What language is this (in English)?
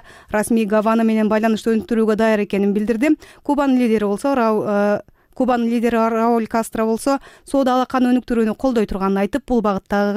Kyrgyz